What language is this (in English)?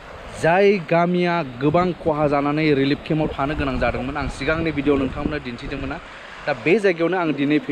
Bodo